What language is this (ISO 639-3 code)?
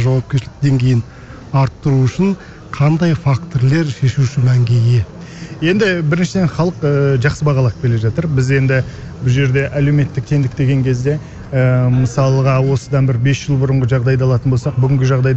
kaz